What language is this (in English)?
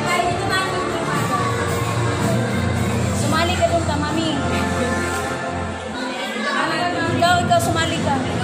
Filipino